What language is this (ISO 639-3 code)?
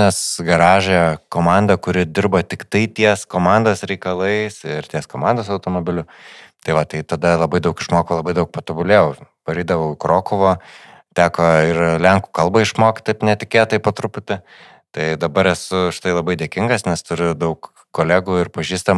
lit